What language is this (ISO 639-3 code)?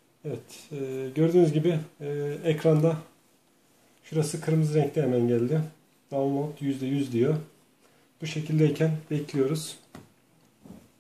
tur